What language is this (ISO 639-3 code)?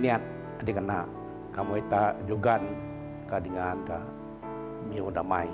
bth